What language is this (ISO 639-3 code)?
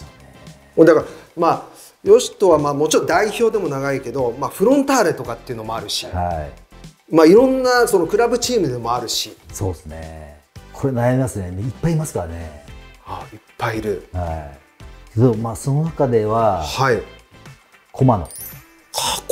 jpn